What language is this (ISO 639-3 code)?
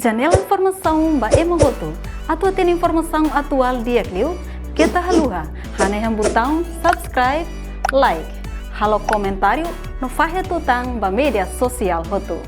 tet